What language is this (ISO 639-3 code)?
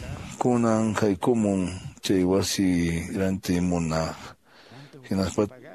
que